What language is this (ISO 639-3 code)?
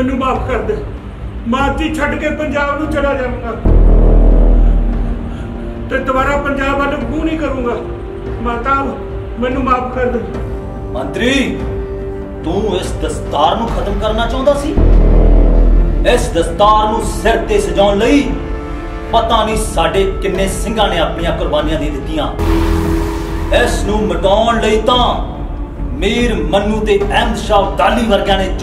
pan